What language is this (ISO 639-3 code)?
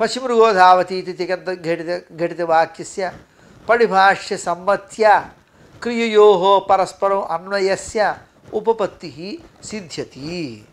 san